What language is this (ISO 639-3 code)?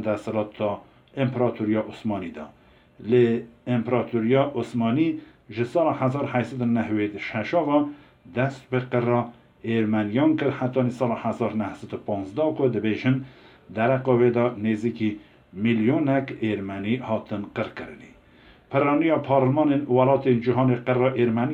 kur